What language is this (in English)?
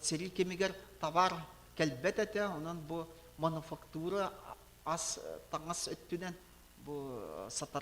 Yakut